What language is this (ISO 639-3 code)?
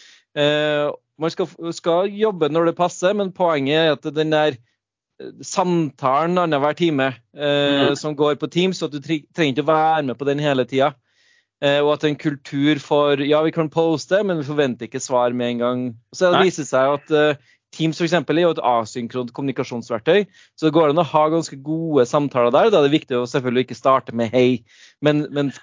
nor